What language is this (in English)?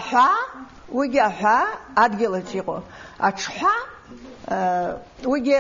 Abkhazian